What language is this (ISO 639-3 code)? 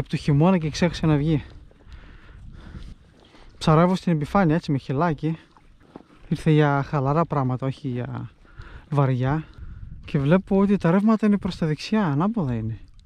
ell